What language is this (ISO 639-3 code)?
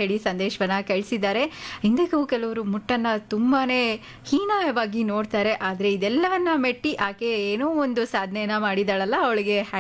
kan